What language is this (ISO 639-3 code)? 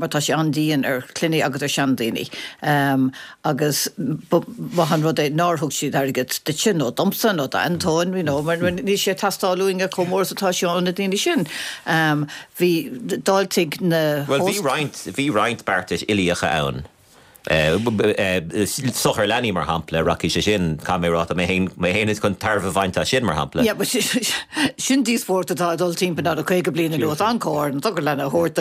gle